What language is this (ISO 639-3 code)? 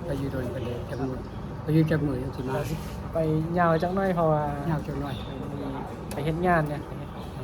tts